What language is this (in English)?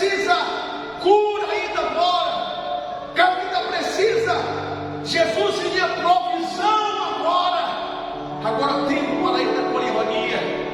Tetum